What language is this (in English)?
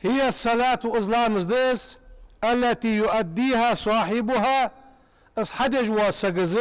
Ingush